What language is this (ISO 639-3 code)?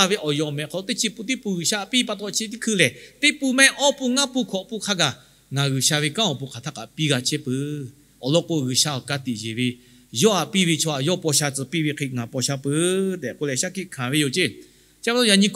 lhu